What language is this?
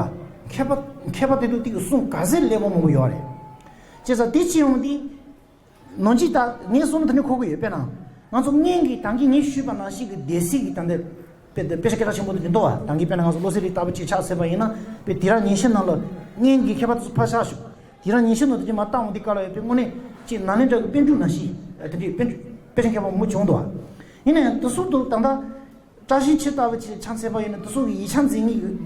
Tibetan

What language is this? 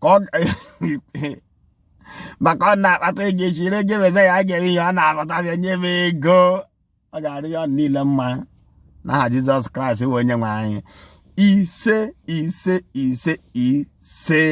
Igbo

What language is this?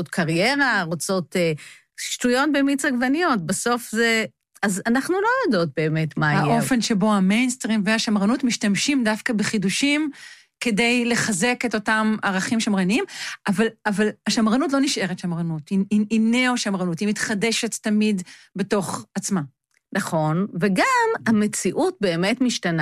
Hebrew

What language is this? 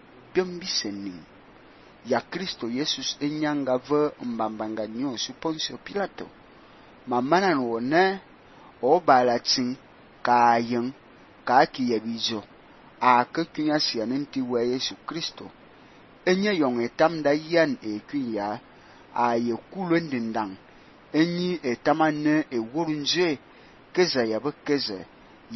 Fang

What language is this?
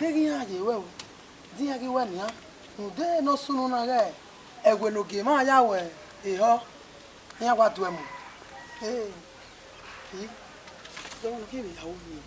Bini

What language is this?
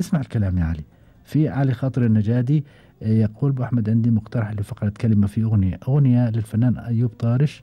Gulf Arabic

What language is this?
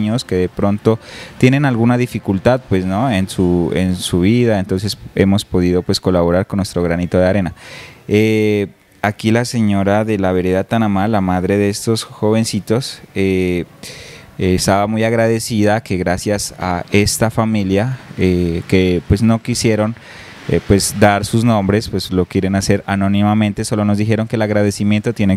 Spanish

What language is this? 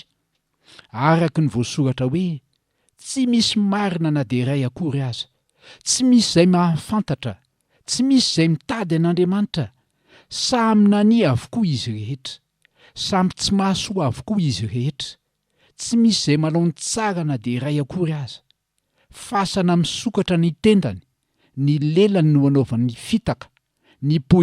Malagasy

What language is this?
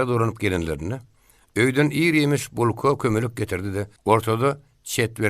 Turkmen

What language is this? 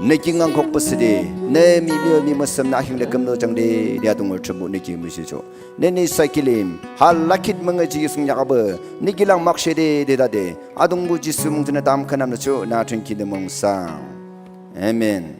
Naga Pidgin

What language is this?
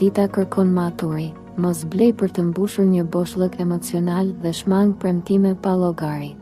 Albanian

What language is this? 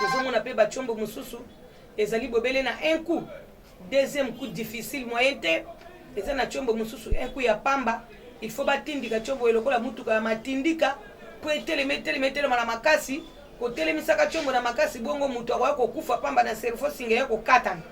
Lingala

